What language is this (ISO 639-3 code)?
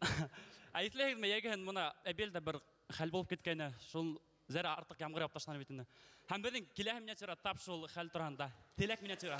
bak